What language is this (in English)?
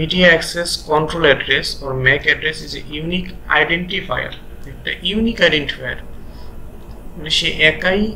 Bangla